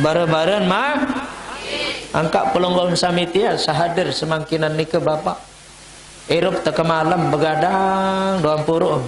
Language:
Sasak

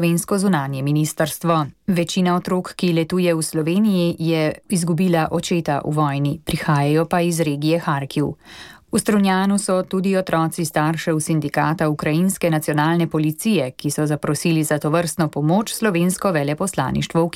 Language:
Slovenian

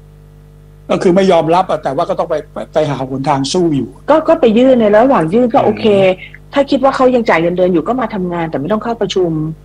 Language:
Thai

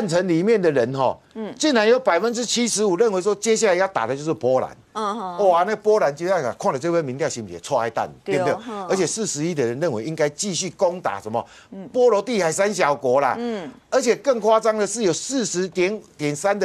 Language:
Chinese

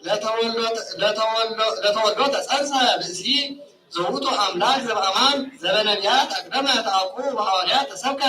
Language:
Geez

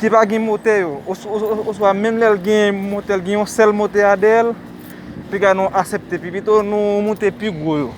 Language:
Haitian Creole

